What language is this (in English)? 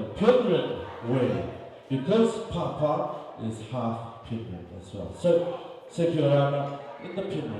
Tongan